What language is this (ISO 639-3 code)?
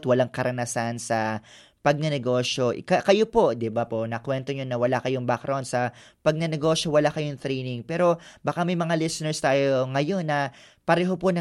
fil